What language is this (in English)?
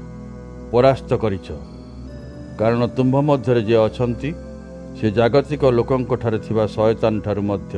Odia